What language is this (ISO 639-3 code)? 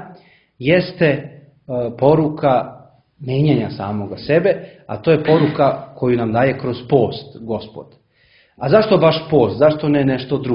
srp